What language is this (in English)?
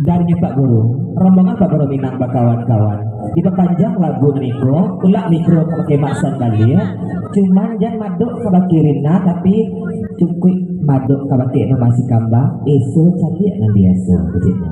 Minangkabau